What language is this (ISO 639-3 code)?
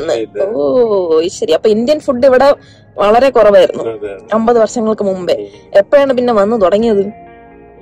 mal